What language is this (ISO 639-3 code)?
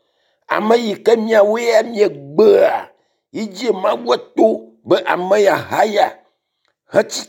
ewe